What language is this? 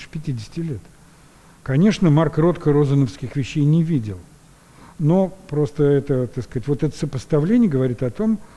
Russian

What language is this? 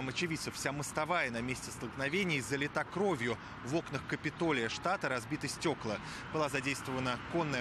Russian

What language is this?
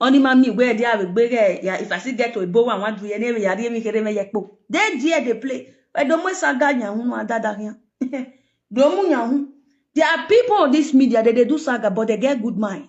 Nigerian Pidgin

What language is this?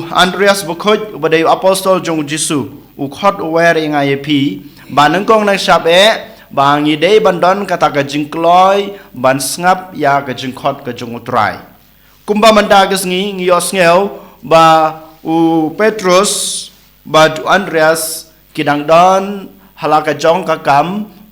Khasi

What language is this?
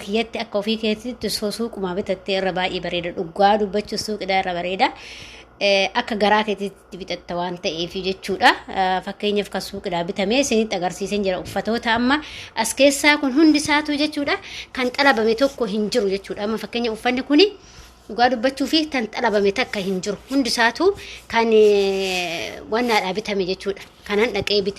Oromo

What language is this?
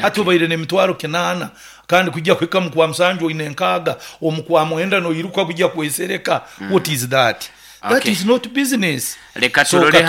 Nyoro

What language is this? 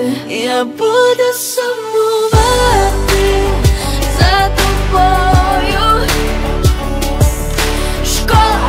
Ukrainian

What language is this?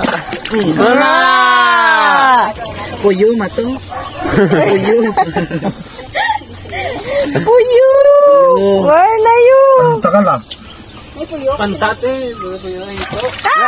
Filipino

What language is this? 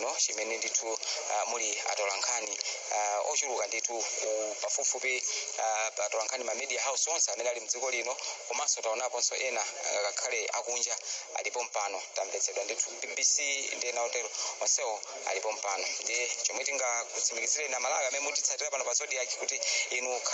Nyanja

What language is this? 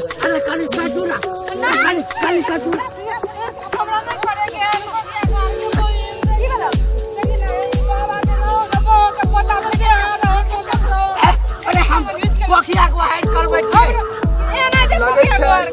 Maithili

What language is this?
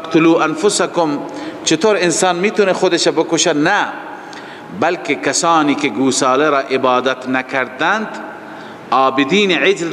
Persian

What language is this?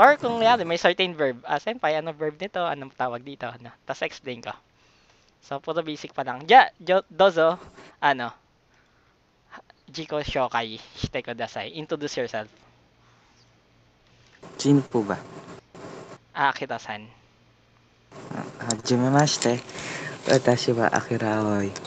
Filipino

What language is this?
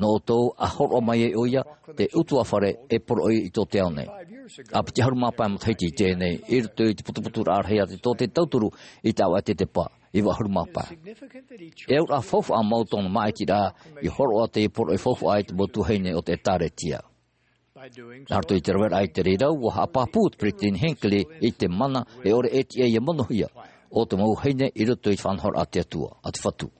Tahitian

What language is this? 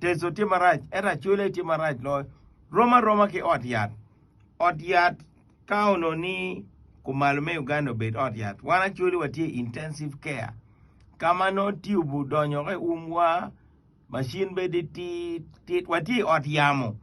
Acoli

